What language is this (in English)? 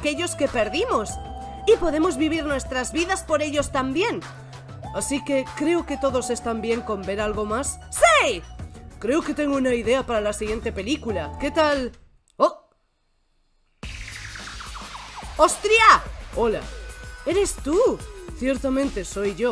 Spanish